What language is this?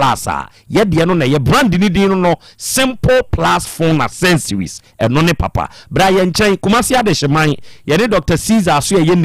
Akan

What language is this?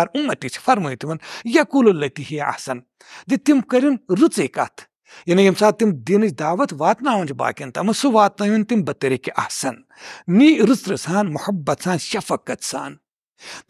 Kashmiri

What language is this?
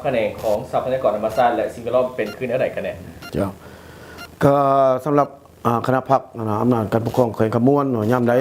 Lao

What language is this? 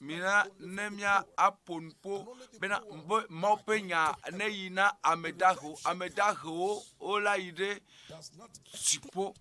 Ewe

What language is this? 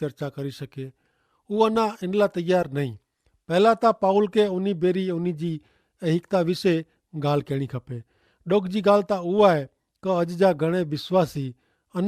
Kachhi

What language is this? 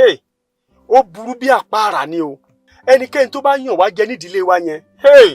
Yoruba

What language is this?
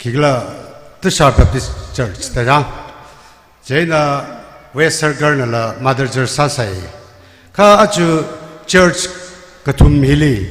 Tangkhul Naga (India)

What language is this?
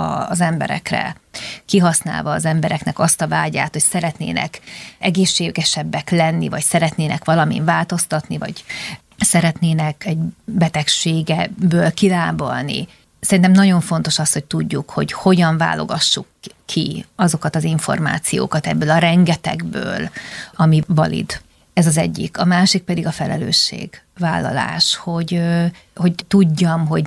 Hungarian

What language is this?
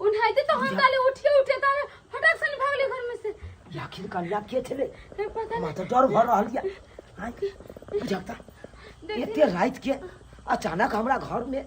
Maithili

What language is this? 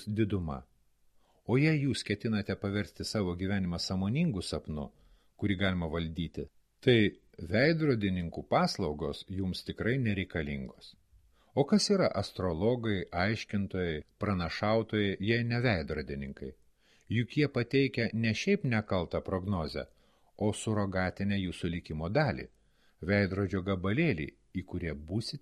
Lithuanian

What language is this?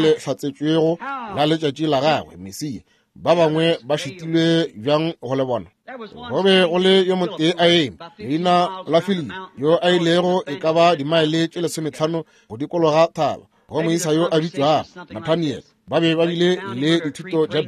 Northern Sotho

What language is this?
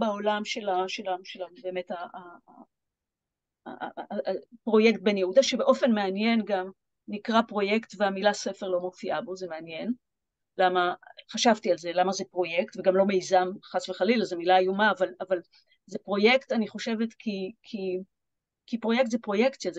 Hebrew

